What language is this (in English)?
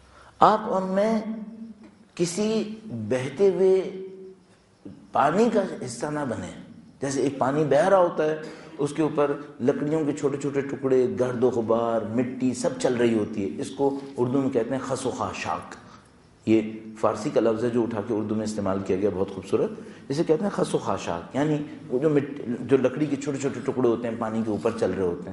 Urdu